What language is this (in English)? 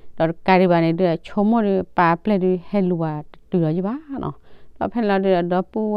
S'gaw Karen